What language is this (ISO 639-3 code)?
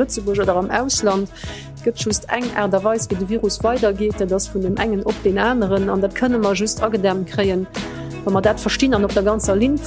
ltz